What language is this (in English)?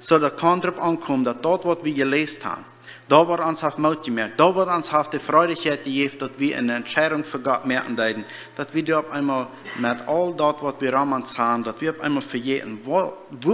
Plautdietsch